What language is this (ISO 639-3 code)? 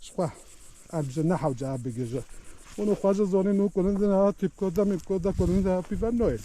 kur